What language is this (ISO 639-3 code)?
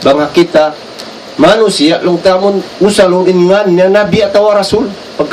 tsg